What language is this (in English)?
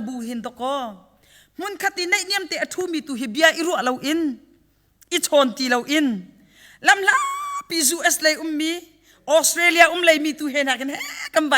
Hakha Chin